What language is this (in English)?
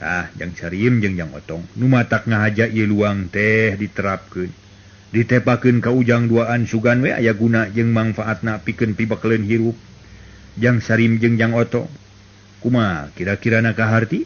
Sundanese